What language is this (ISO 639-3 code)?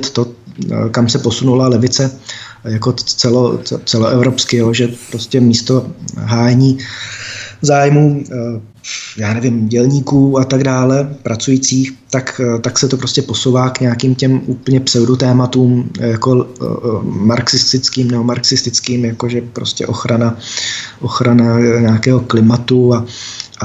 ces